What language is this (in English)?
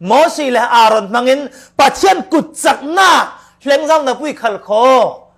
Falam Chin